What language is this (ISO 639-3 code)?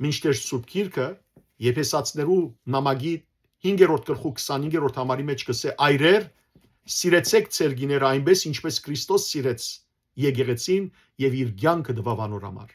hyw